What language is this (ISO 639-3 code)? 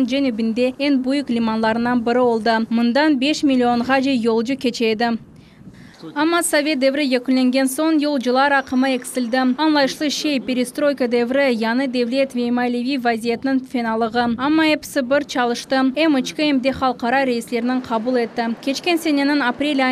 crh